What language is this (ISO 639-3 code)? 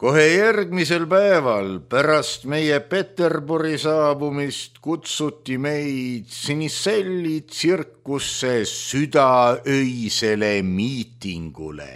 est